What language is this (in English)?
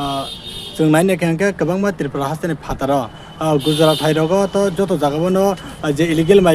Riang (India)